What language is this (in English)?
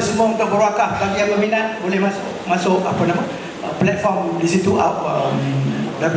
Malay